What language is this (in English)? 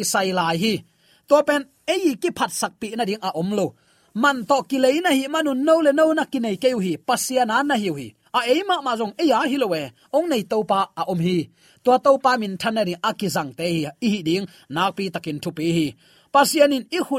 Tedim Chin